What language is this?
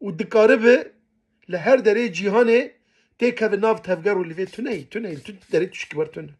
Kurdish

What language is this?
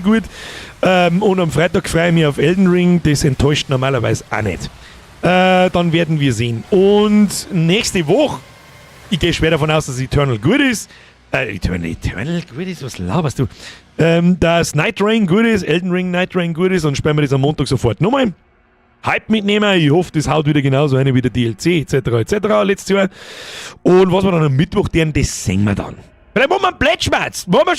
Bavarian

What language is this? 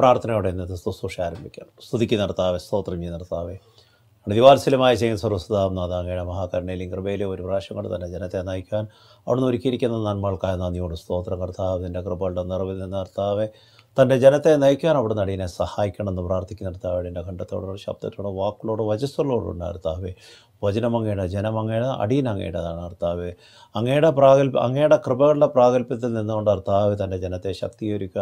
Malayalam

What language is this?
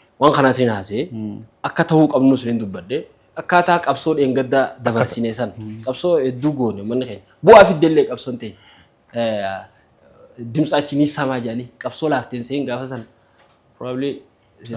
Oromo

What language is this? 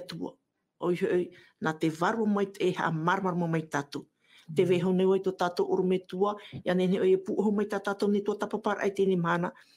Tahitian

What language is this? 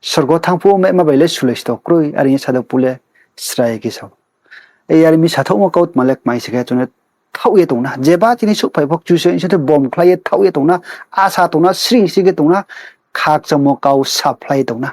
Riang (India)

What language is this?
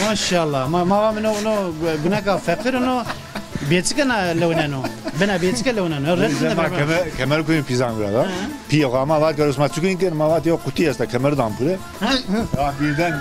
Zaza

